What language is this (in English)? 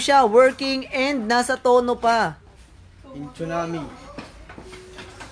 Filipino